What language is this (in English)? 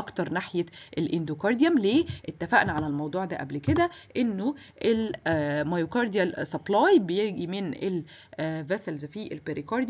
Egyptian Arabic